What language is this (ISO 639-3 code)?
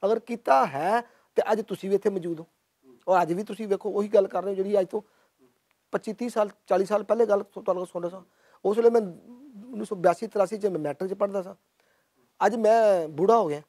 lah